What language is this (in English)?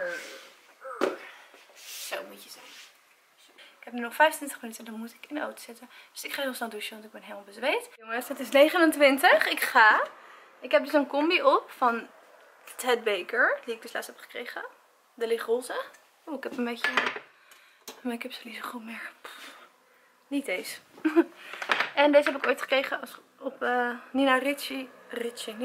Dutch